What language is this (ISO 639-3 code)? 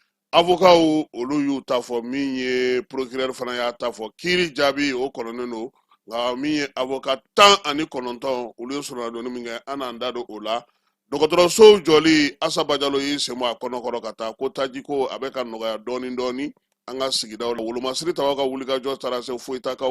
bam